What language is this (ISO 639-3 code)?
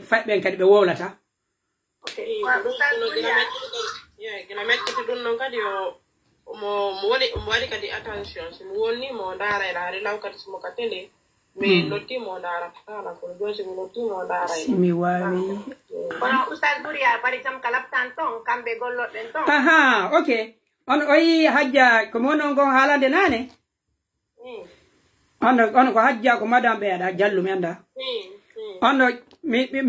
fuf